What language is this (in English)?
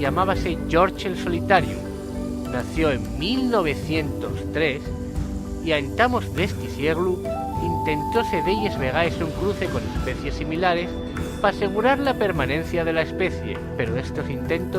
Asturian